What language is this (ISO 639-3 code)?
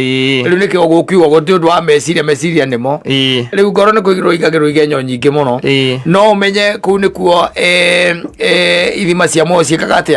kik